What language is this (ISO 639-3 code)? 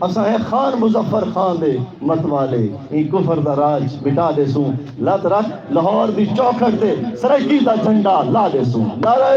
skr